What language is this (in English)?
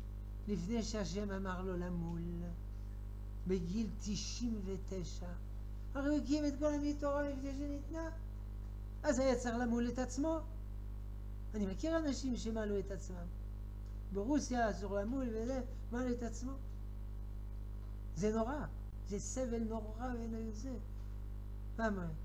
Hebrew